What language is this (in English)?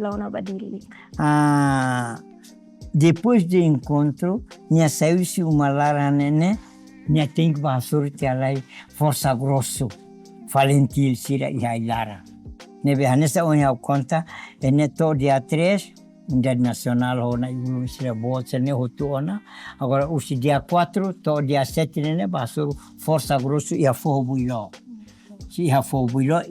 Tetum